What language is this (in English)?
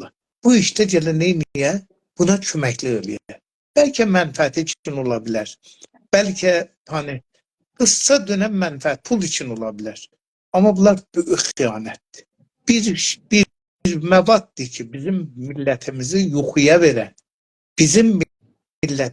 South Azerbaijani